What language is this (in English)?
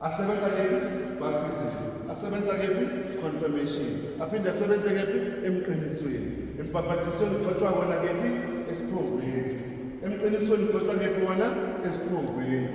Zulu